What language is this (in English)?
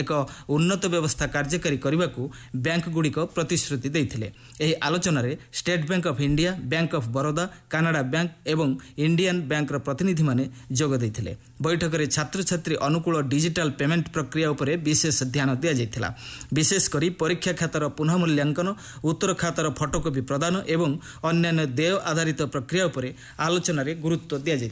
Odia